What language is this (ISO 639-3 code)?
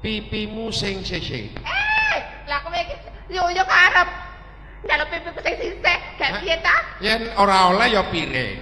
jav